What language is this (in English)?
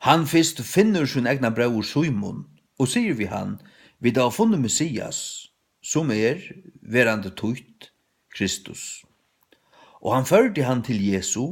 Faroese